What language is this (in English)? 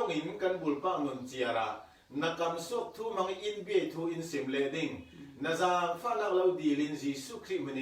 Falam Chin